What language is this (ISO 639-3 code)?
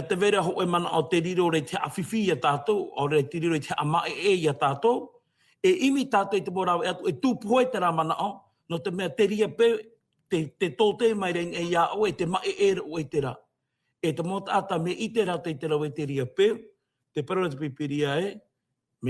tah